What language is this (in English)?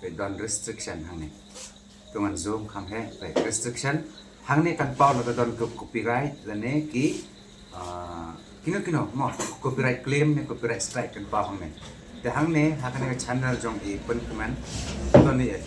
Khasi